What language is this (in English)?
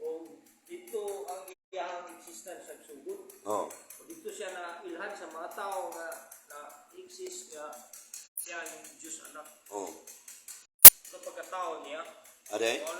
Cebuano